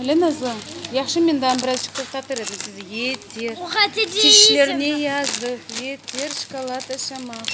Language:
Crimean Tatar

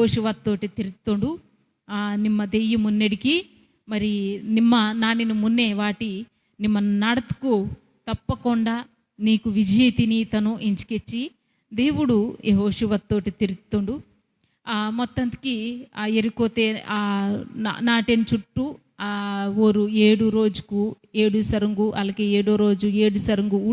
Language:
Koya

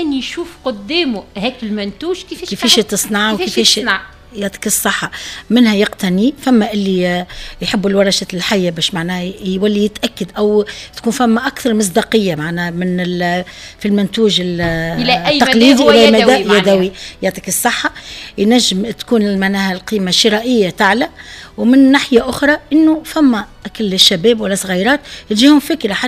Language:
Tunisian Arabic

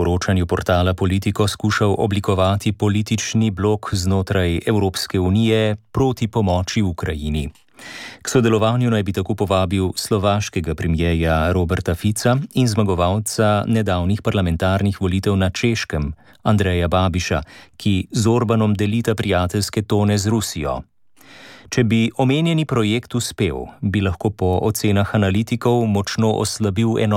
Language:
Slovenian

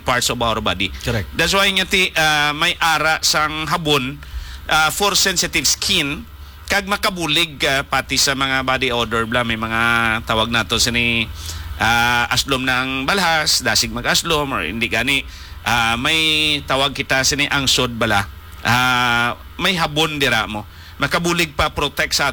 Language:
Hiligaynon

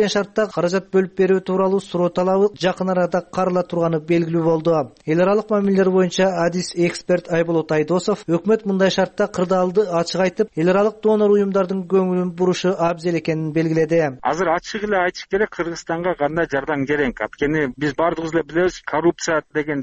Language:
Kyrgyz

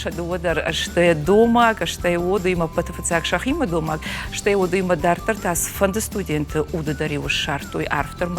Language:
Ossetic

